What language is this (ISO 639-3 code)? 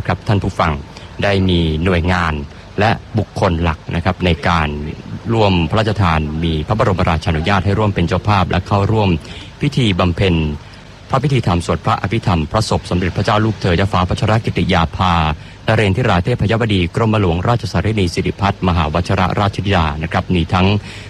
tha